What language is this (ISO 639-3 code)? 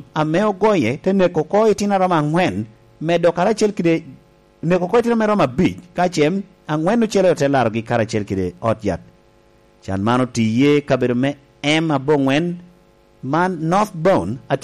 laj